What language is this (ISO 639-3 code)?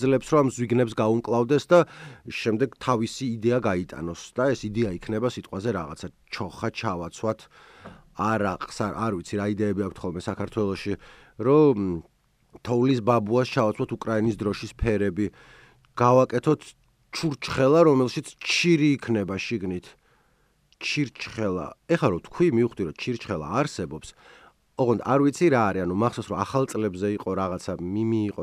kat